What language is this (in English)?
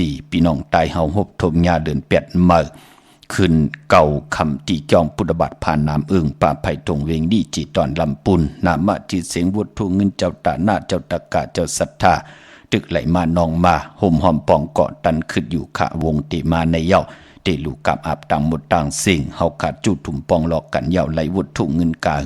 Shan